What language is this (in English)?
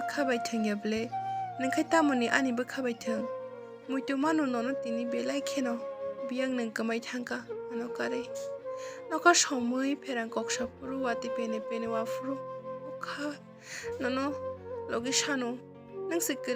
Kok Borok